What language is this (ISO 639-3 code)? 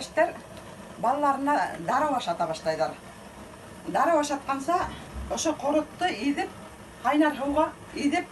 bak